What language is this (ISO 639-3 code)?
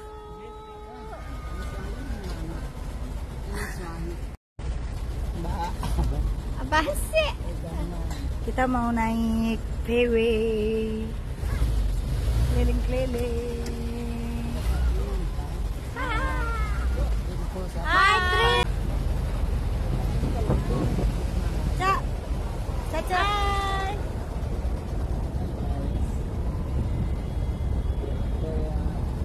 ind